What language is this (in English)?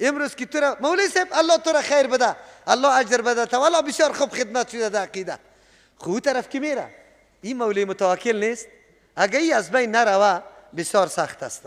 Persian